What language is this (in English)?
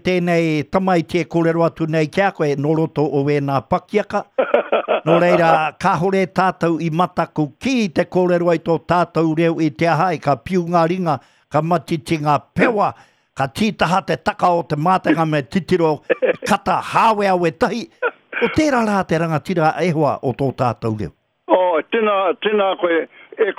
Māori